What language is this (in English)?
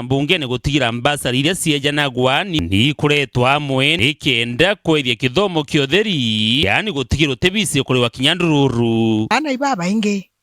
Meru